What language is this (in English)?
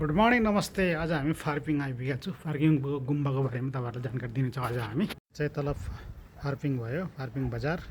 Nepali